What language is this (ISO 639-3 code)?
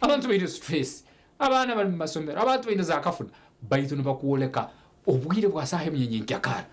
nyn